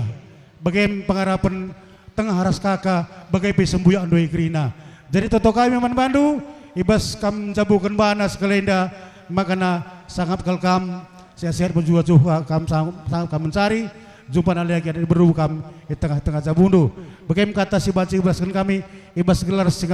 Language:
Batak Karo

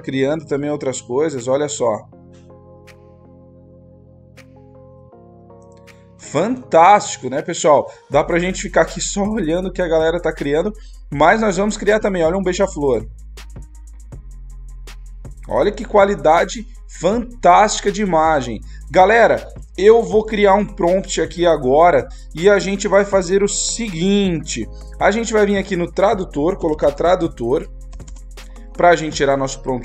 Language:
Portuguese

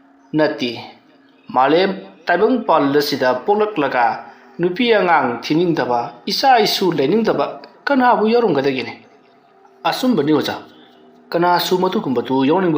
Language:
Manipuri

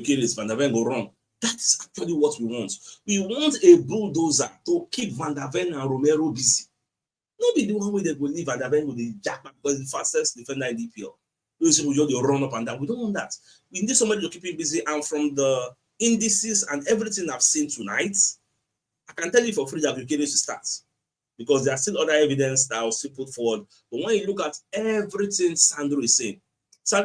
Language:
Nigerian Pidgin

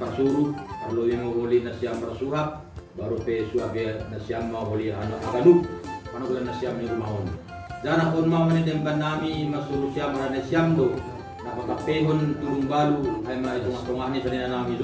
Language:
Batak Simalungun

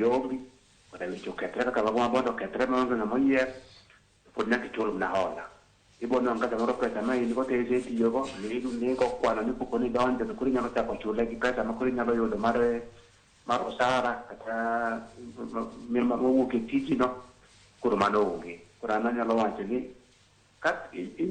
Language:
Luo (Kenya and Tanzania)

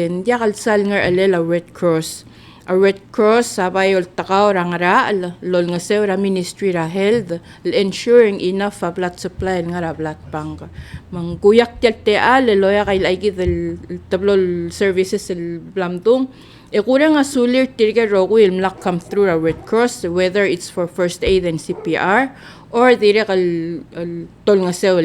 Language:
Palauan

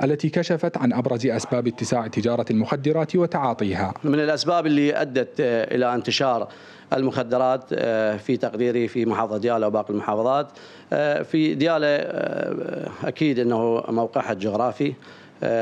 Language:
Mesopotamian Arabic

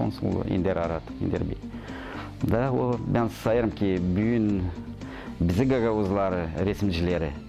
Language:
Gagauz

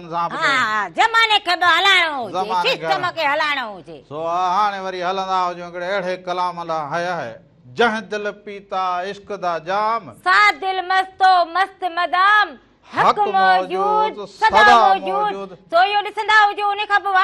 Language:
Sindhi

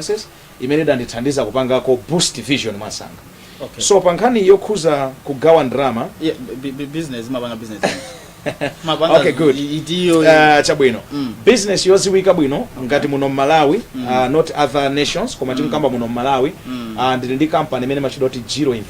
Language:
Nyanja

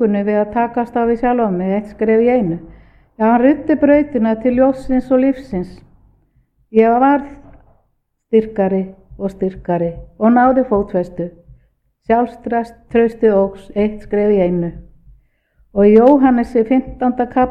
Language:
Icelandic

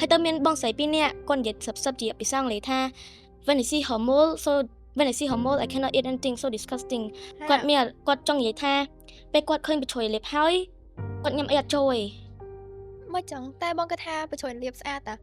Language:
Khmer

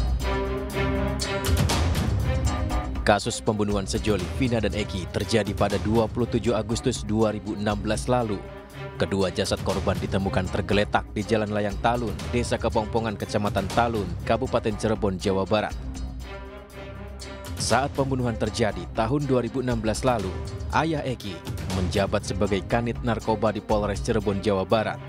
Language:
Indonesian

